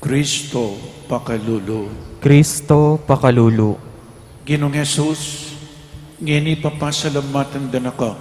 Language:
Pampanga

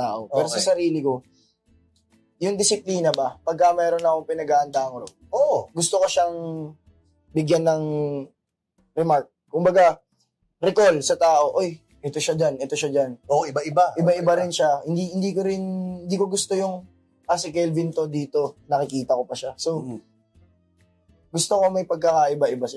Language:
Filipino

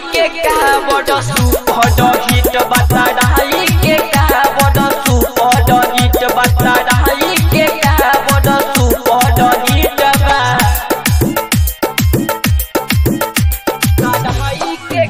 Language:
Bhojpuri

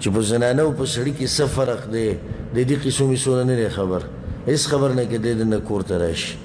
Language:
Pashto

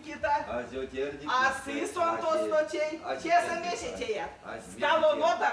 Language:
Erzya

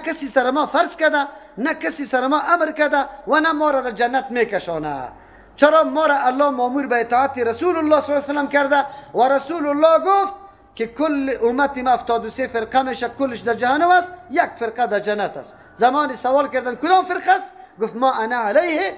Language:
Persian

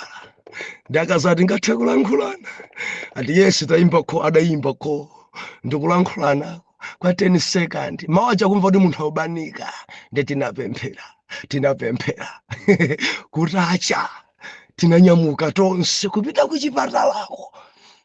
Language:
Nyanja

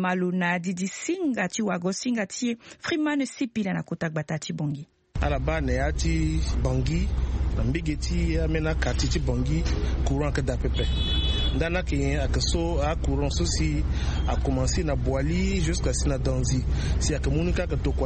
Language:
Sango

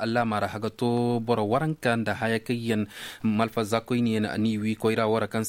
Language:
Koyraboro Senni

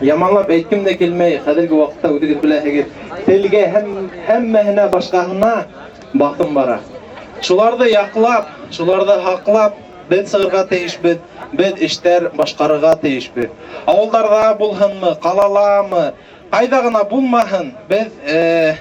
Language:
Bashkir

